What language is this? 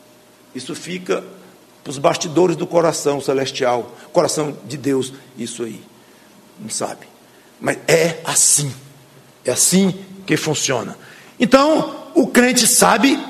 Portuguese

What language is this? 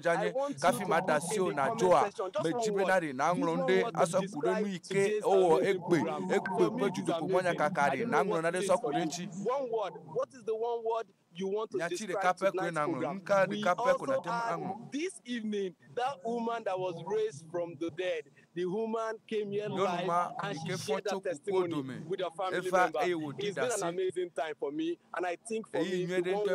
Ewe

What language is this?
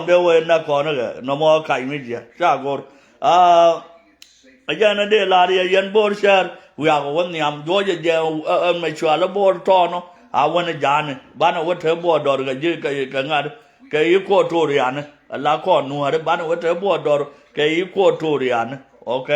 Nuer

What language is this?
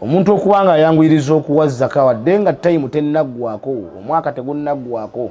Ganda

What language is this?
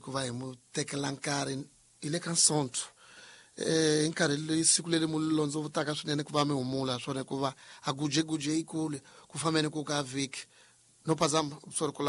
Tsonga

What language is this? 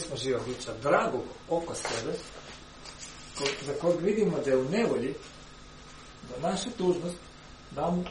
Croatian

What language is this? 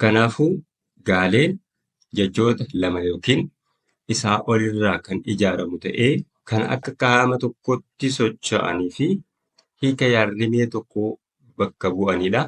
Oromo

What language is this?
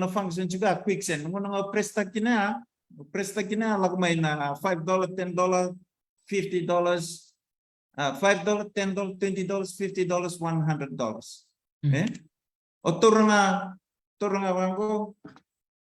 Fijian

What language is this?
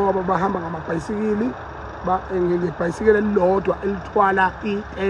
Zulu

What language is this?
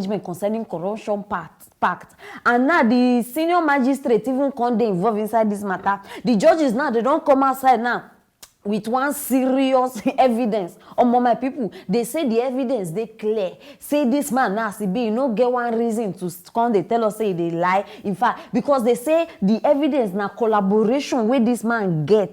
Nigerian Pidgin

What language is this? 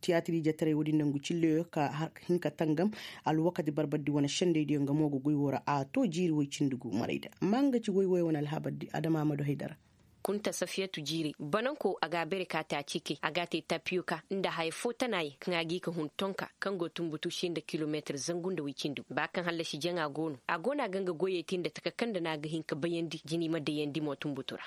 Koyraboro Senni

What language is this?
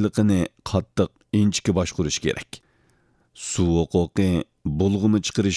Uyghur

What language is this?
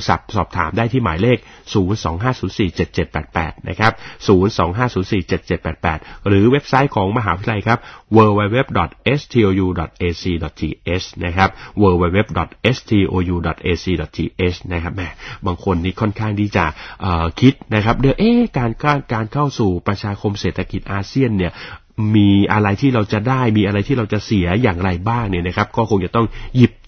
Thai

